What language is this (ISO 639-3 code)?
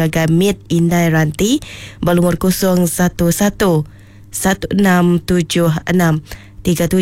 iba